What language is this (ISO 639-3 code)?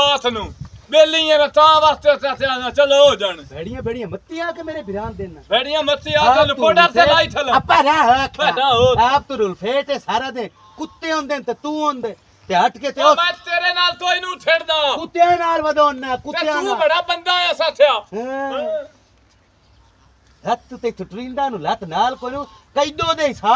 pan